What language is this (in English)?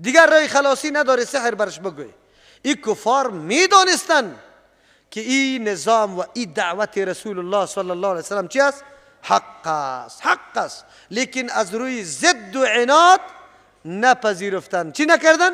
Persian